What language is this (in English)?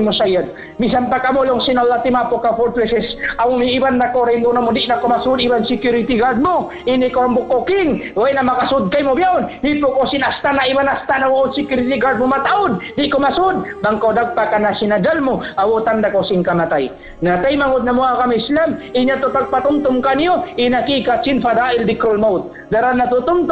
Tausug